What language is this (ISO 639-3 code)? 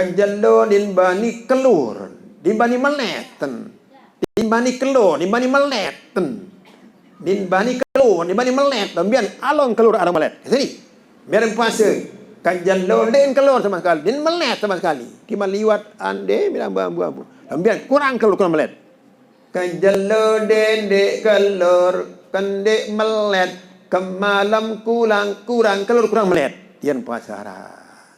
sas